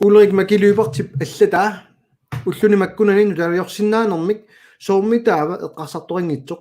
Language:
Kalaallisut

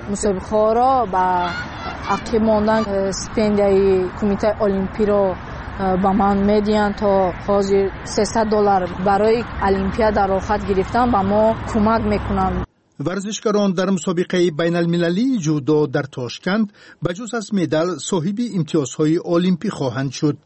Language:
Tajik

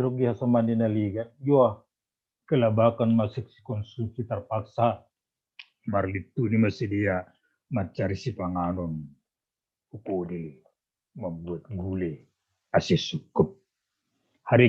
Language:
Batak Simalungun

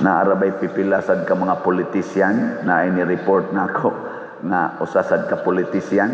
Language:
Cebuano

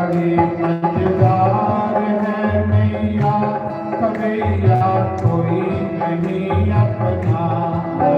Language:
Dogri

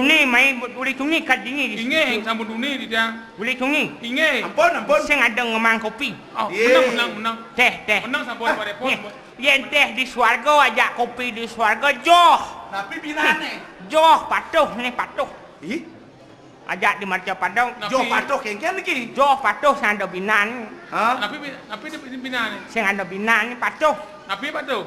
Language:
Balinese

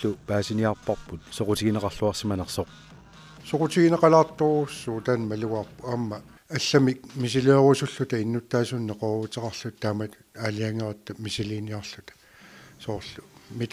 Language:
Kalaallisut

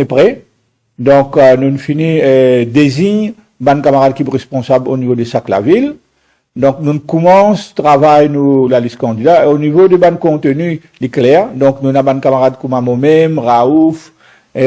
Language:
Morisyen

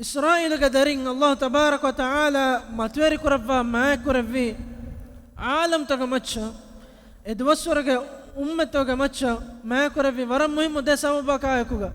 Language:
Divehi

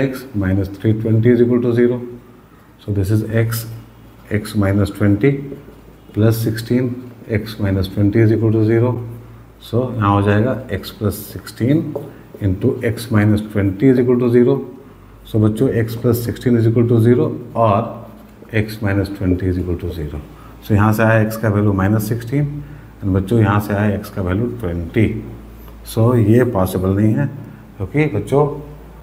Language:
Hindi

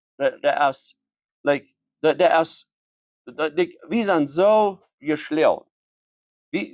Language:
Plautdietsch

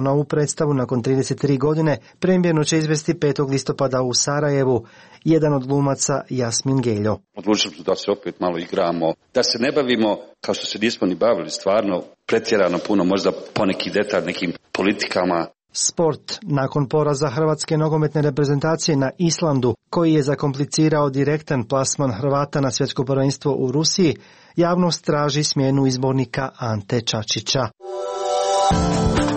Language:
Croatian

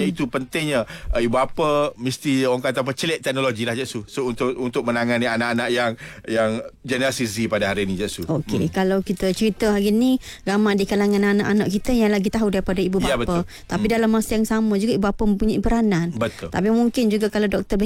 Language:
Malay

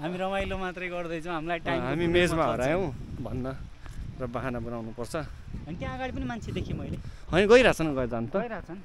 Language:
Nepali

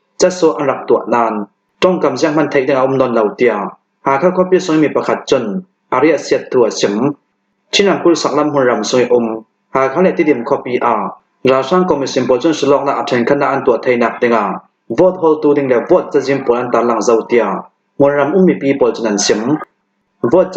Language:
Hakha Chin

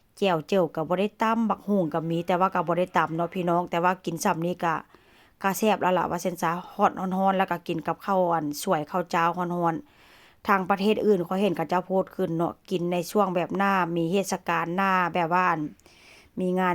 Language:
Northeastern Thai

